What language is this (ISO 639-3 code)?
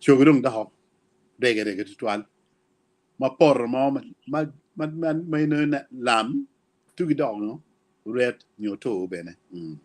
ach